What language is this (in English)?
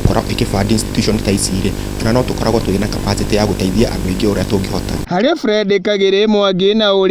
Kikuyu